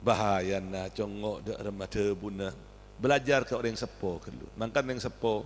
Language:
Madurese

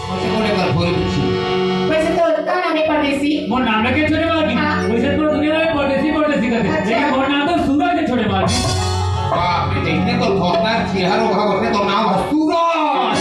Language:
Chhattisgarhi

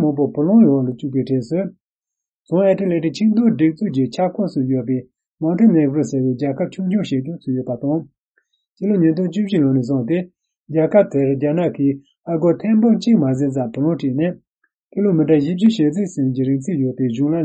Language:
Tibetan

